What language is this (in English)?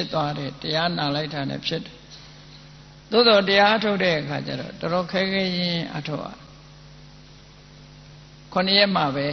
Burmese